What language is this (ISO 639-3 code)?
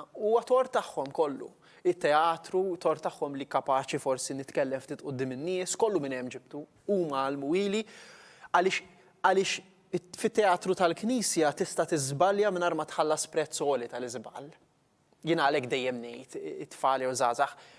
mlt